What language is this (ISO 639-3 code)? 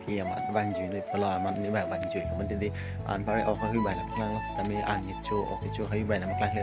mjw